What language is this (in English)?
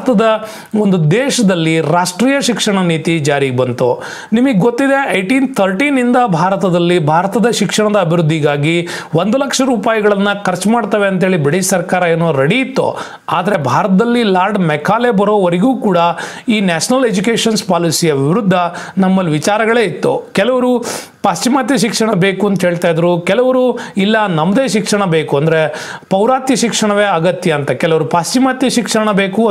Kannada